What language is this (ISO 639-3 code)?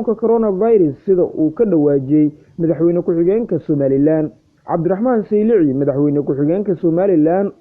som